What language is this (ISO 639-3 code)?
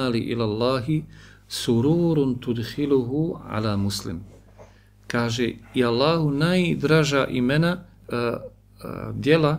bos